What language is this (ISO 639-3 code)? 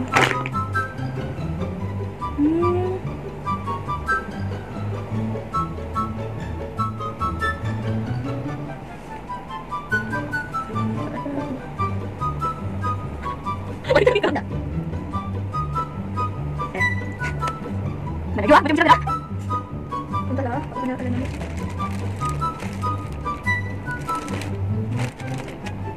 msa